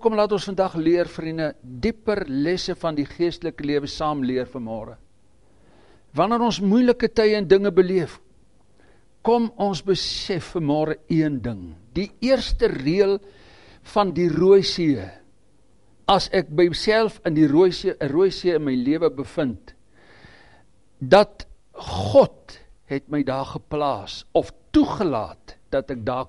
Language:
Afrikaans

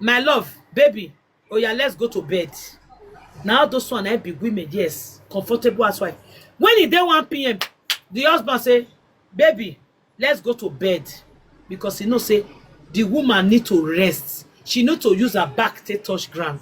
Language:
Nigerian Pidgin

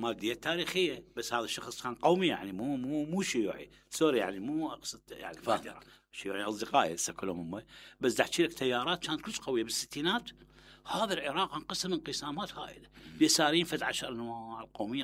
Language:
Mesopotamian Arabic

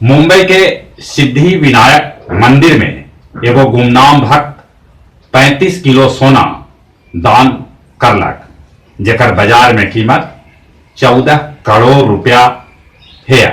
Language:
Magahi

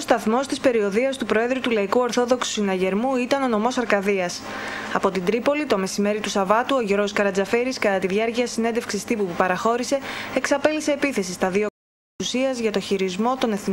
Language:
Greek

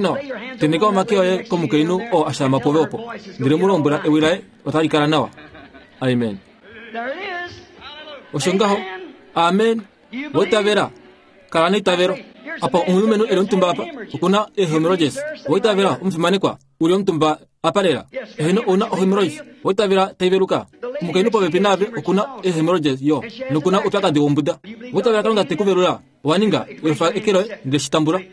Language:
Kuanyama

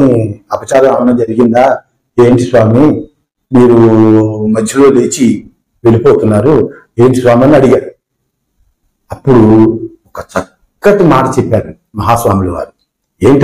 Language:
Telugu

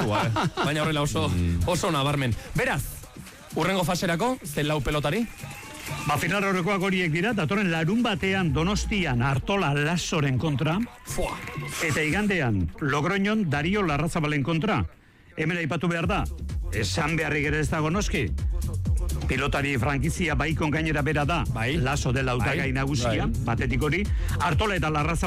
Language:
Basque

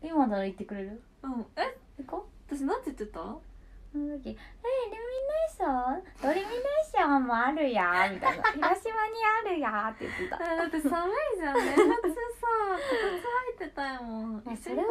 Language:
Japanese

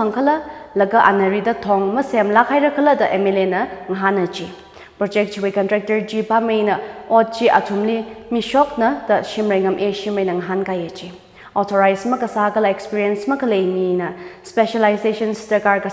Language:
Tangkhul Naga (India)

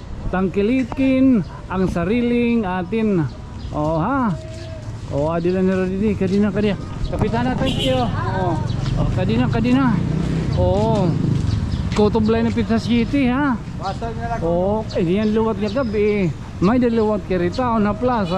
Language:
Waray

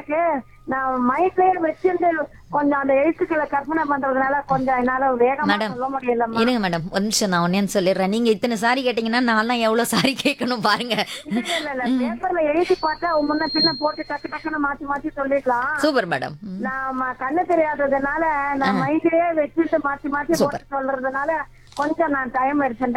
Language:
Tamil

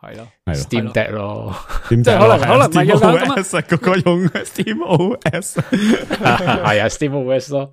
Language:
Cantonese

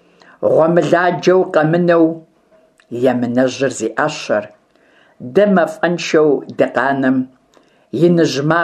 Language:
Kabardian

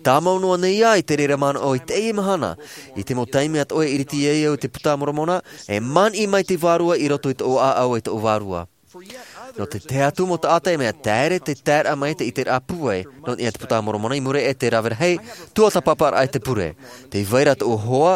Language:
Tahitian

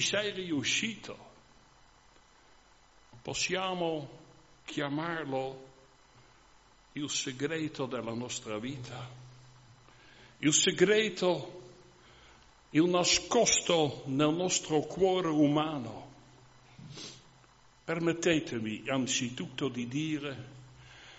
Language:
Italian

